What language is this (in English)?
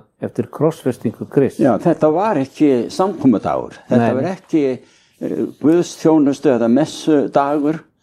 Icelandic